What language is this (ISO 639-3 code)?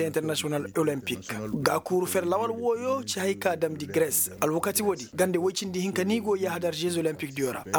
ses